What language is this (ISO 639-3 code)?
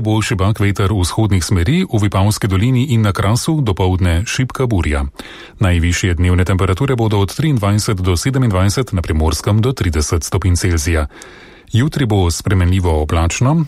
slv